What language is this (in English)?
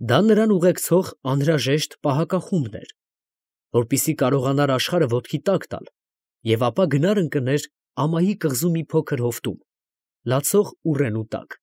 Armenian